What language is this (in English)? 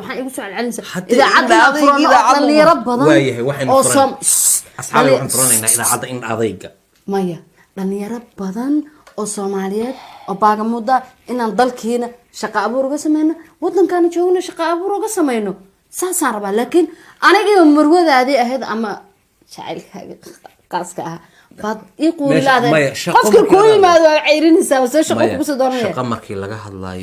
Somali